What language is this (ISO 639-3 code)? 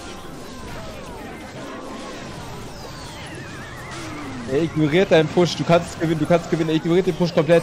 deu